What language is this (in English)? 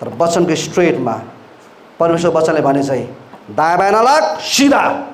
Nepali